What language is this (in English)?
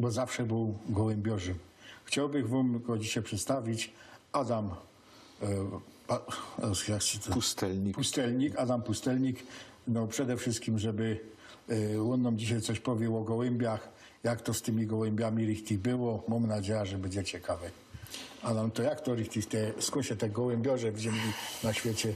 Silesian